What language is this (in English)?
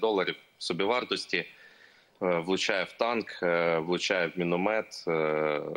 Ukrainian